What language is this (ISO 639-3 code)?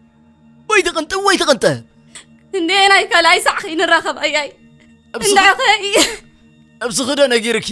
tir